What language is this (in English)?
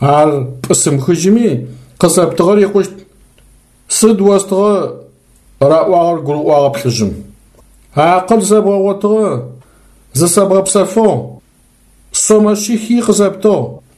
Adyghe